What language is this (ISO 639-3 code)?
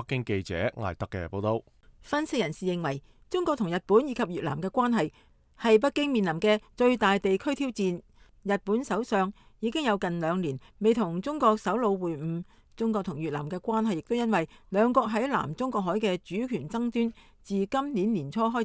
yue